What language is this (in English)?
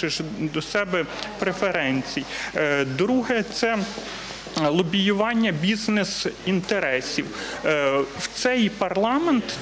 Ukrainian